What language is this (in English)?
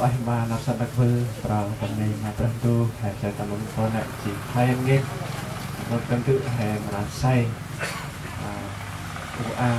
Central Mnong